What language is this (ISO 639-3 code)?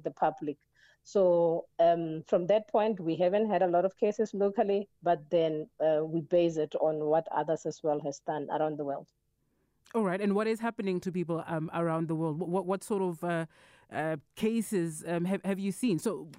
eng